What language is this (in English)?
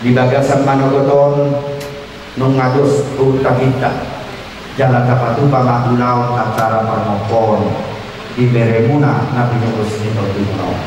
Batak Toba